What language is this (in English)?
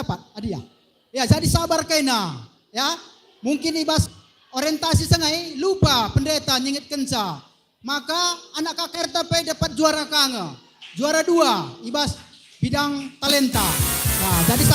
Batak Karo